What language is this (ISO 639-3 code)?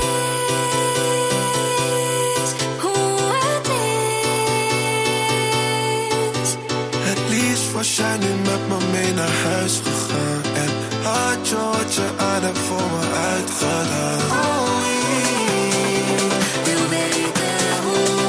nld